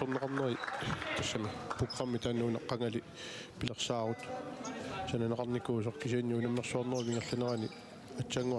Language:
Kalaallisut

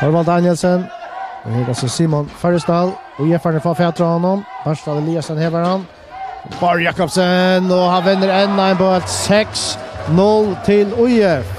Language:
Faroese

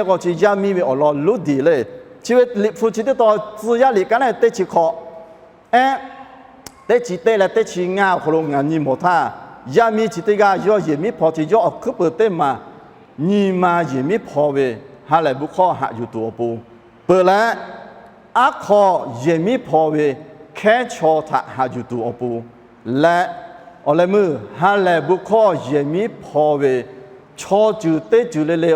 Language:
Lahu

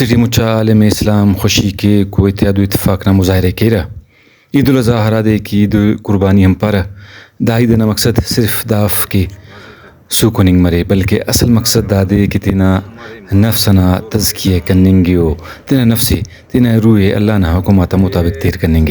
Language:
Brahui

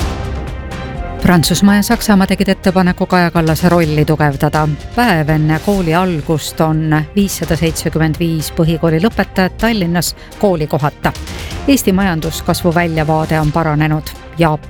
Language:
Estonian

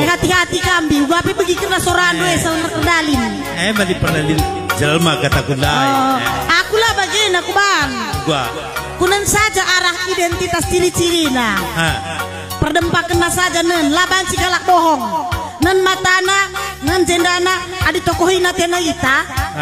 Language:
Batak Karo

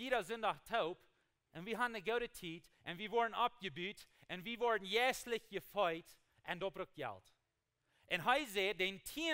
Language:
Plautdietsch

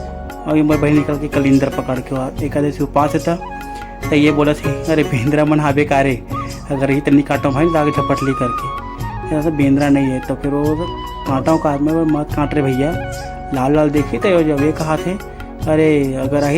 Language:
Chhattisgarhi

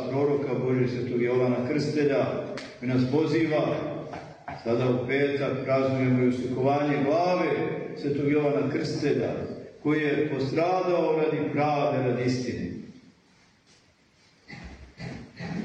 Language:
Serbian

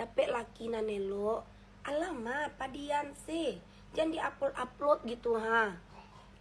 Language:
Minangkabau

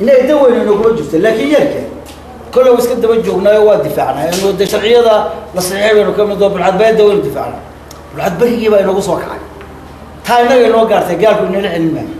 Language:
Somali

